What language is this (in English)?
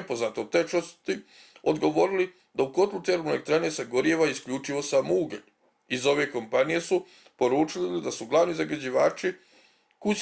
Bosnian